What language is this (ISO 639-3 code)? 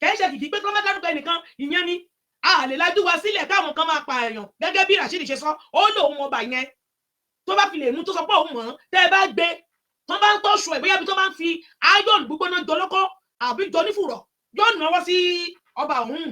yor